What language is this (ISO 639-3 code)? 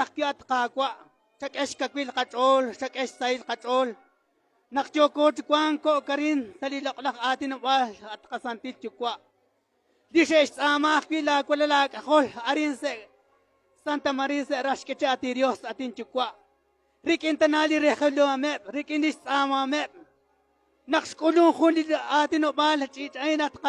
kek